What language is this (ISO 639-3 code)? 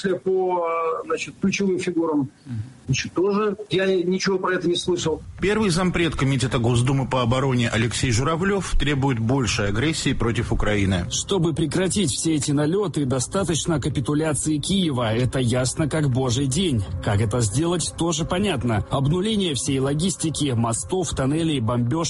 rus